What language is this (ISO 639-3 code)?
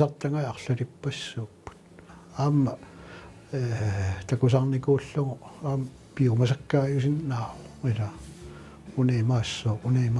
kal